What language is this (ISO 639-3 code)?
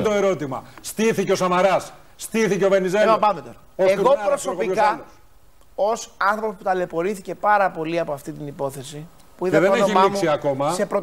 ell